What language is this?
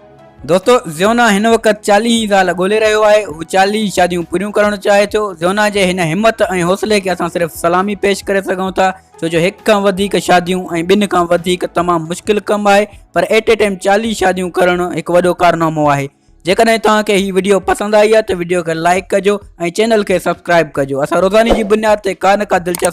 Sindhi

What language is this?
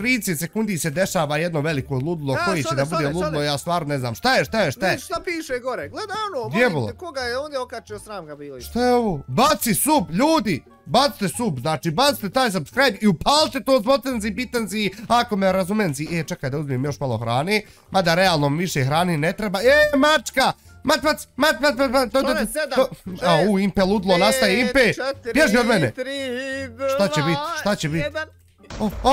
Bosnian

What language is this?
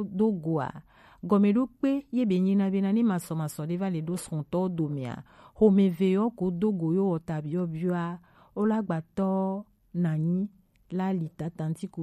Gen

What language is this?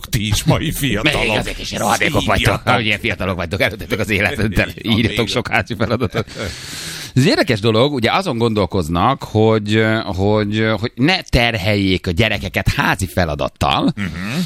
Hungarian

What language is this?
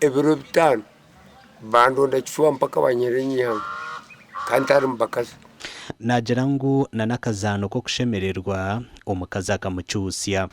Nyankole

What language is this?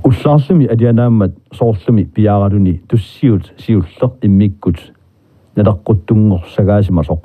Kalaallisut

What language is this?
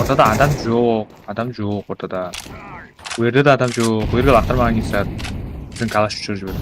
Kara-Kalpak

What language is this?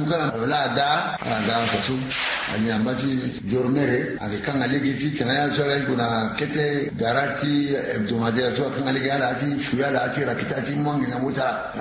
Sango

